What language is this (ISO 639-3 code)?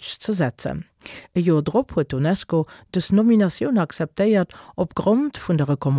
ltz